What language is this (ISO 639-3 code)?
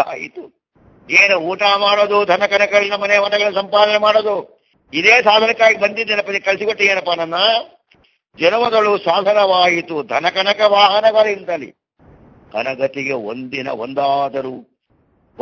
kan